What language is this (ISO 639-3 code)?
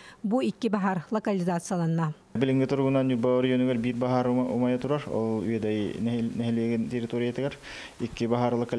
sah